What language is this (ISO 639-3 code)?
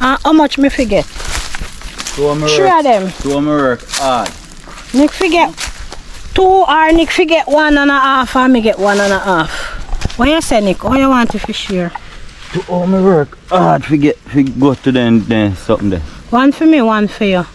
jam